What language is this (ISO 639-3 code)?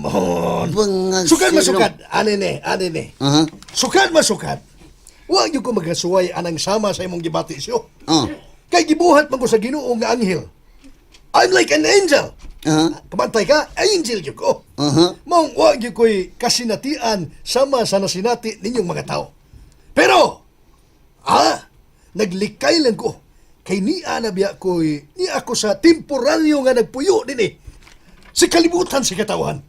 ceb